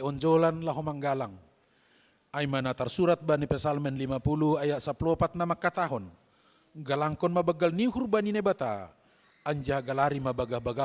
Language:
Batak Simalungun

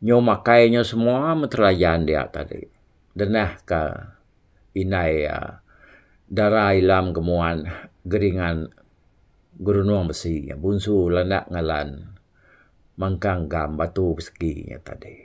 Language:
Iban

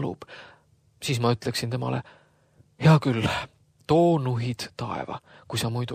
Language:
Estonian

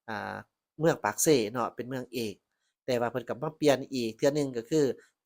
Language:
Lao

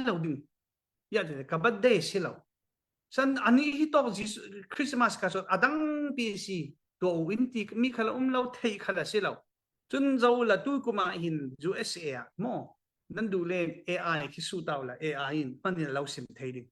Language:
Falam Chin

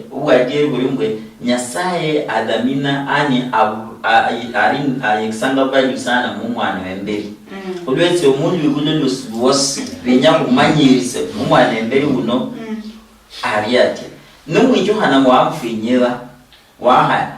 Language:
Luyia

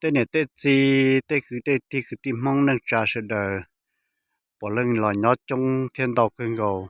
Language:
Hmong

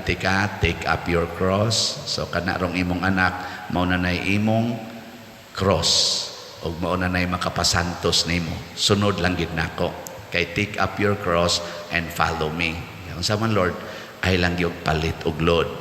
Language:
Cebuano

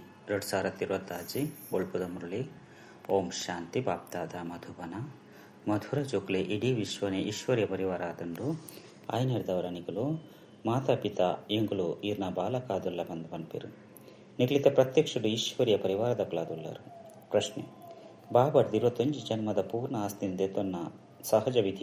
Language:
Tulu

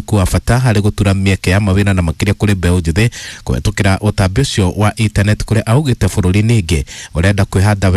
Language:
Kikuyu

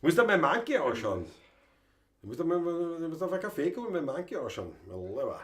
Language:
Bavarian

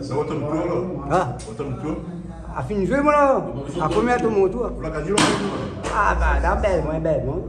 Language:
Réunion Creole French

